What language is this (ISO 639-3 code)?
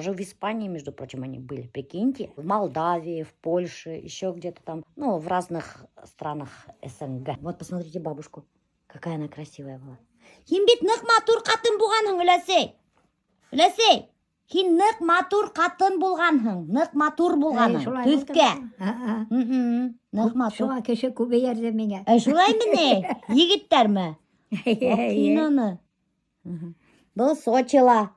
bak